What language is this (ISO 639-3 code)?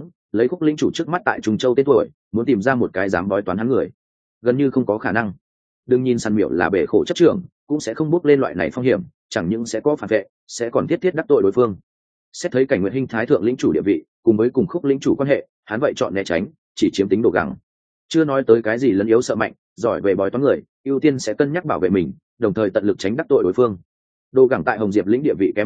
vie